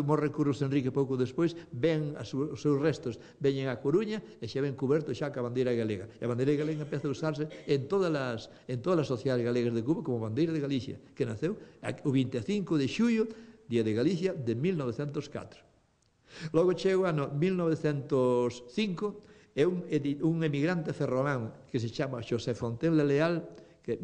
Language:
Galician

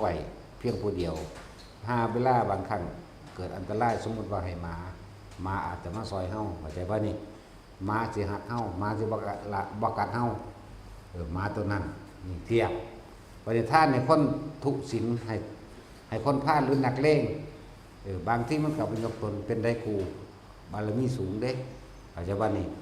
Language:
Northeastern Thai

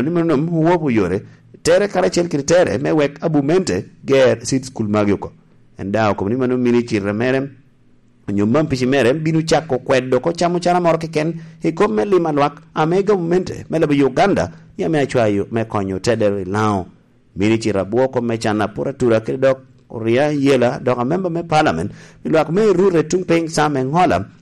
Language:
Lango (Uganda)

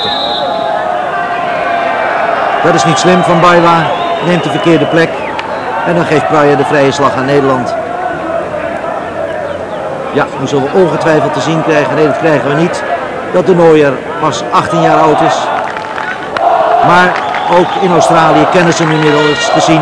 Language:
Dutch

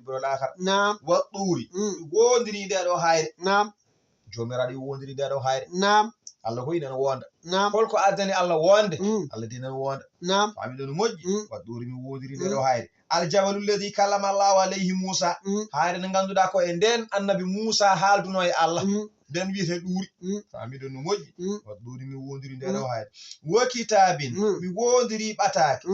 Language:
Fula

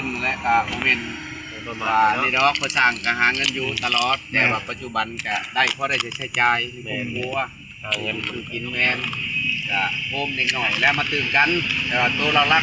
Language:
Northeastern Thai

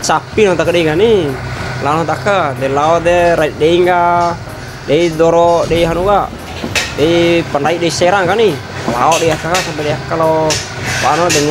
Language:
Bima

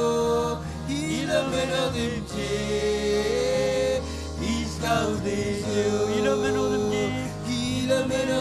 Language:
Marshallese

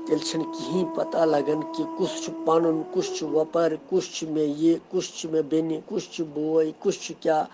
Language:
Kashmiri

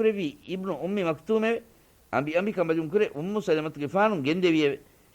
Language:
Divehi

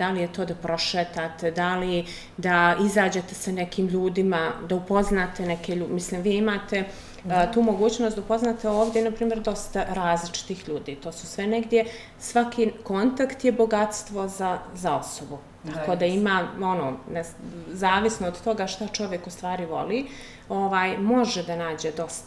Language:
Bosnian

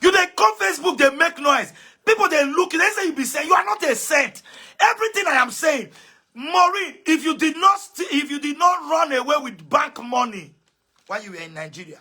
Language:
Nigerian Pidgin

